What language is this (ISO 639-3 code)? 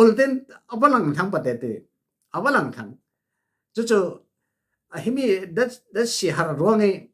cfm